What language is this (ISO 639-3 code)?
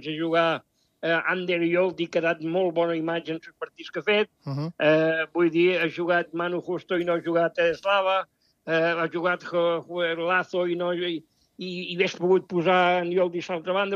cat